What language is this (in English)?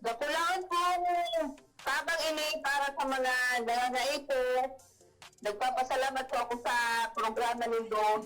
Bikol